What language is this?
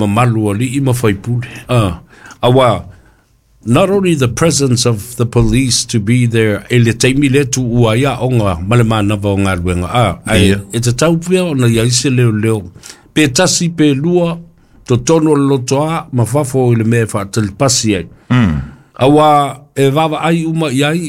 Samoan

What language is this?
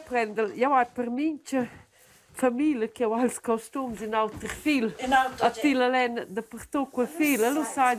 Romansh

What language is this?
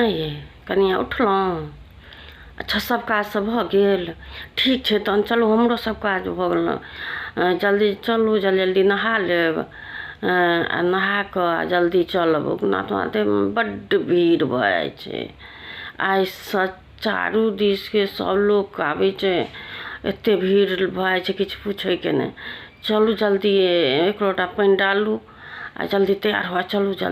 Maithili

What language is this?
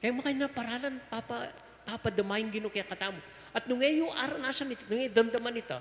Pampanga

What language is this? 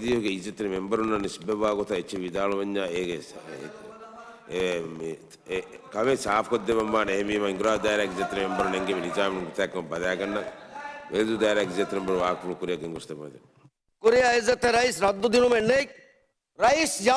Divehi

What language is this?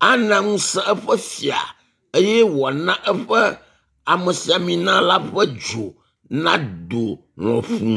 Ewe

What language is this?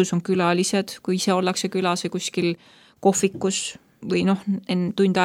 Estonian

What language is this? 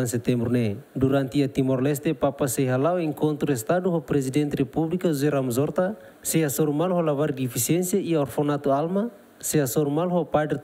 Tetum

